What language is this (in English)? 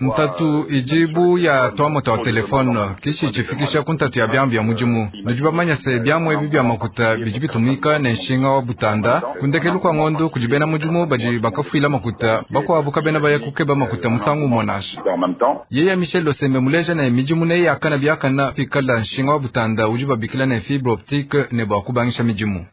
Luba-Lulua